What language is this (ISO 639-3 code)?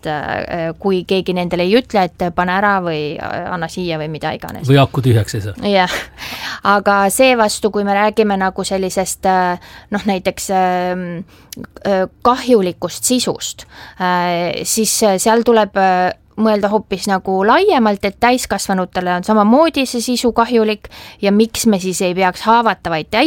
est